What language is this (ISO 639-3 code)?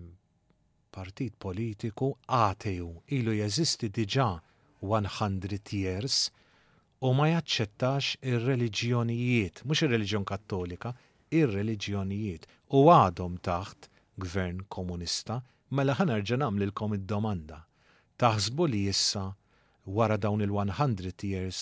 mlt